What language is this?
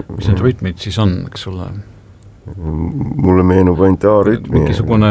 Estonian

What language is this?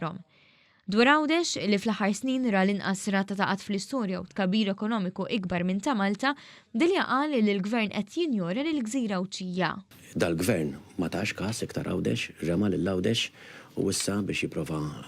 Maltese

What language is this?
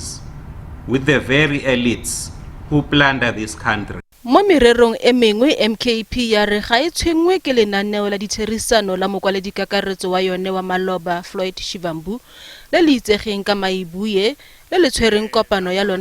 Tswana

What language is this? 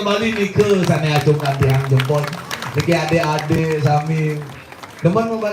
Balinese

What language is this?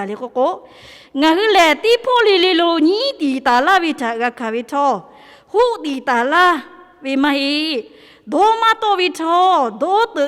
Lahu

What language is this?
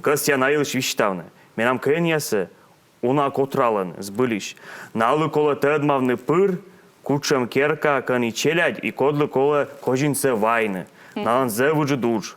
Komi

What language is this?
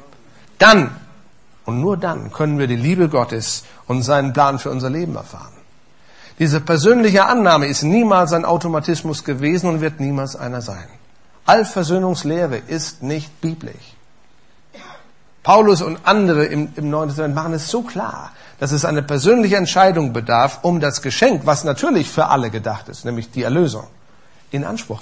German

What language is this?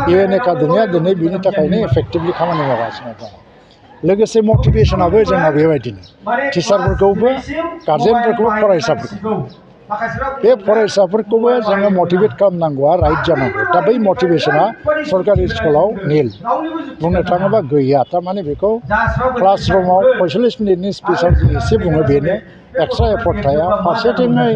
Bodo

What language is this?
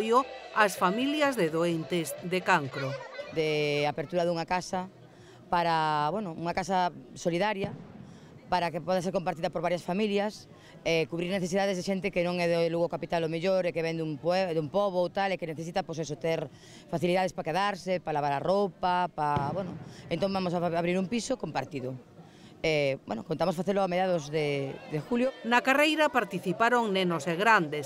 Galician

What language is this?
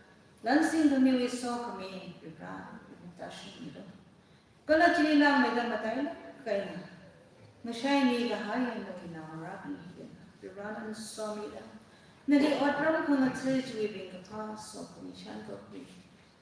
Tangkhul Naga (India)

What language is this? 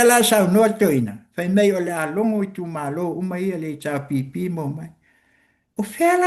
Samoan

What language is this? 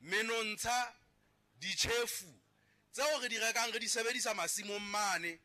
Southern Sotho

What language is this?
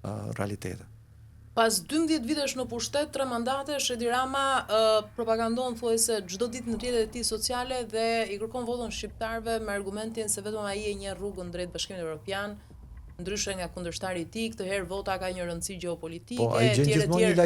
Albanian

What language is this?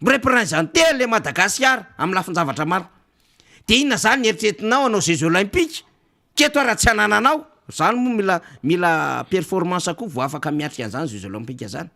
Malagasy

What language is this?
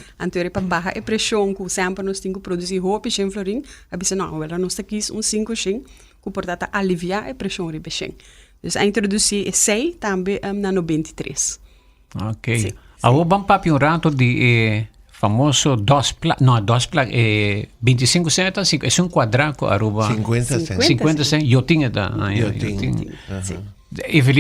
Papiamento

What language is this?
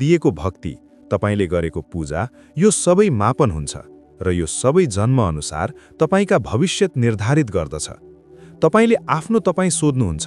Nepali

